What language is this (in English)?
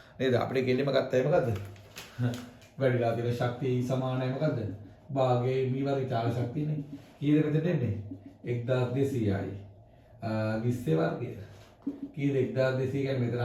Sinhala